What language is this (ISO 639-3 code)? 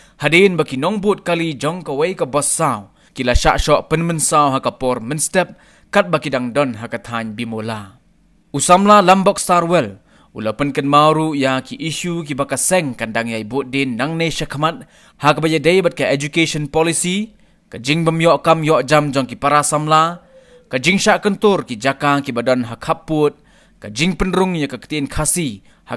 kha